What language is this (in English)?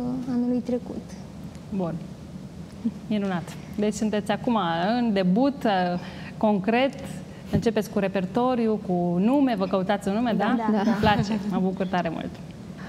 Romanian